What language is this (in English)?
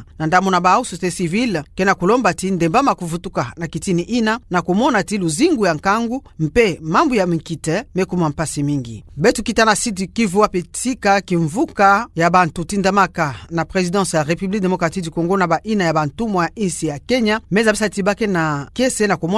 Kituba (Democratic Republic of Congo)